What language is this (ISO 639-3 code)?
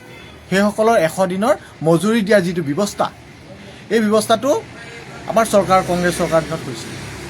asm